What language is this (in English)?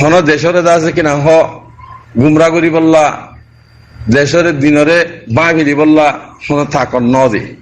Rohingya